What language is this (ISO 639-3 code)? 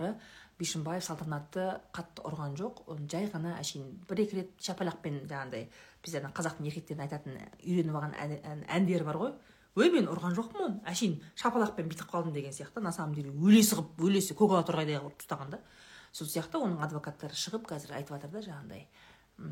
kaz